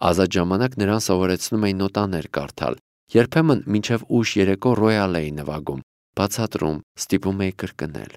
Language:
Armenian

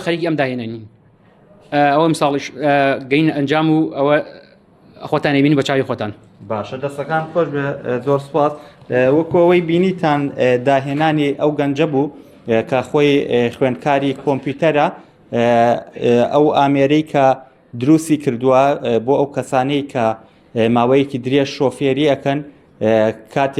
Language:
Central Kurdish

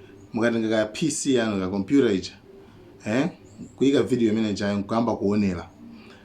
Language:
Nyanja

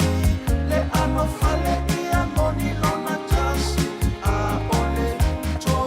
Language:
Samoan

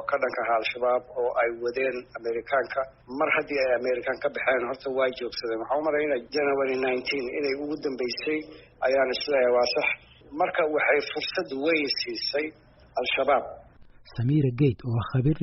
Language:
Somali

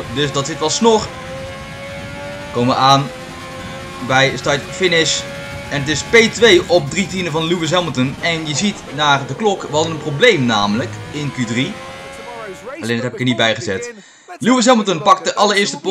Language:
Dutch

